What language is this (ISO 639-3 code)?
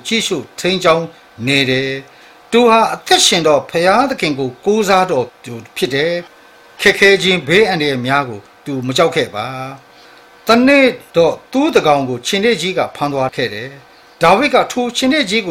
mya